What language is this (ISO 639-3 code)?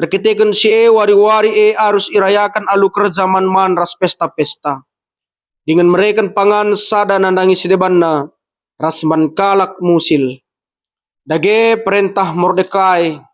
btx